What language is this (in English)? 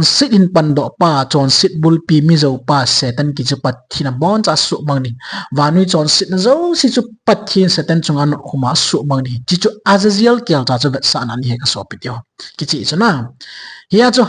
Thado Chin